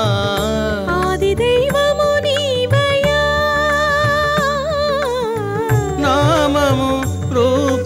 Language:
Telugu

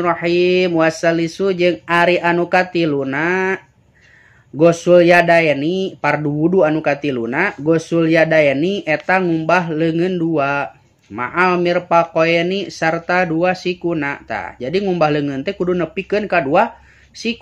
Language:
Sundanese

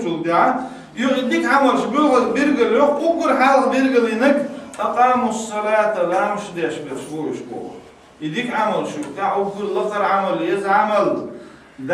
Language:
Chechen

